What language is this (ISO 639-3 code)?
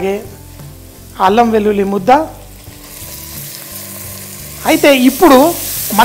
tel